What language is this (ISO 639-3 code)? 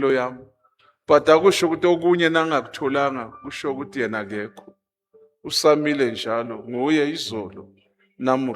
zul